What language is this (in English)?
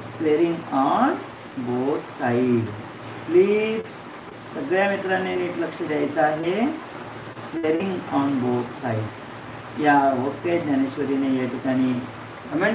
Marathi